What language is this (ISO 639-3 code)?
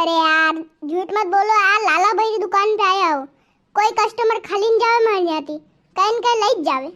raj